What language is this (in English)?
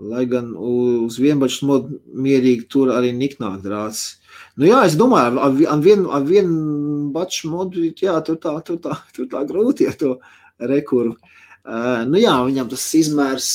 Latvian